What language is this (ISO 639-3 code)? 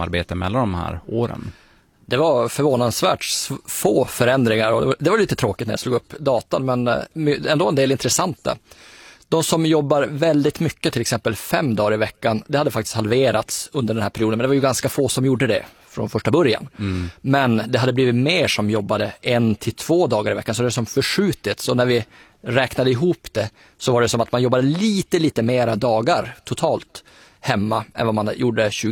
swe